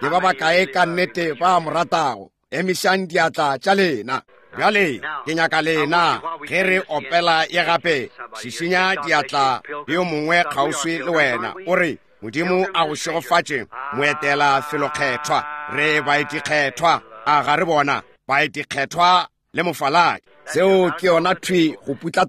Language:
Northern Sotho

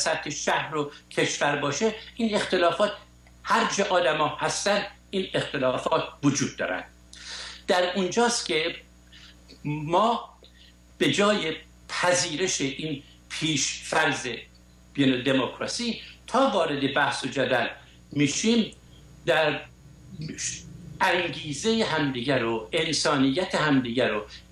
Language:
Persian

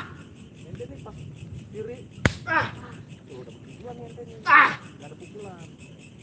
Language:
Betawi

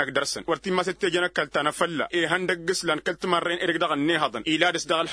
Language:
Tamasheq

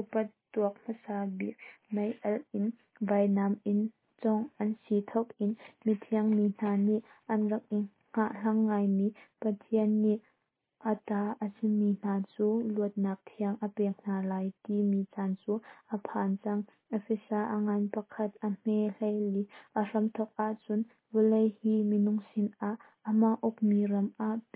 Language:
Hakha Chin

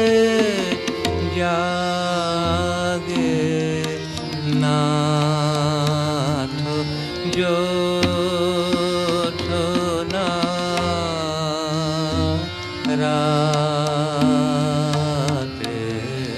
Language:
Bangla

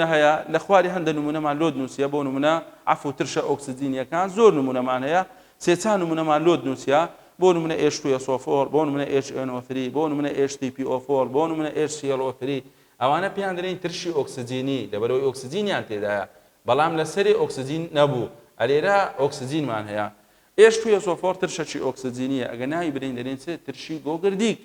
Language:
Central Kurdish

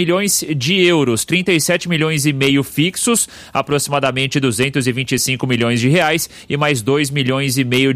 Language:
Portuguese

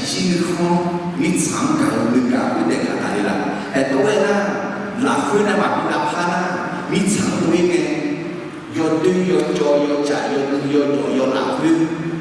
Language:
Akha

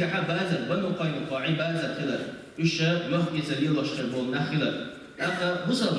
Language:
Chechen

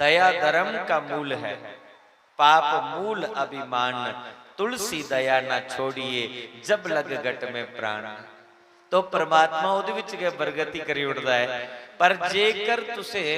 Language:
Dogri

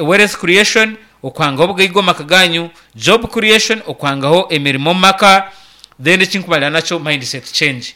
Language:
Nyankole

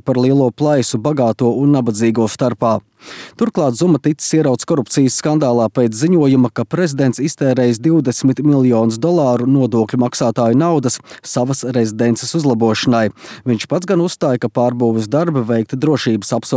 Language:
Latvian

